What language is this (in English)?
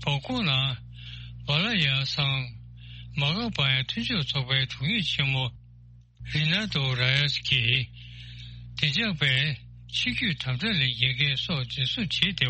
Tibetan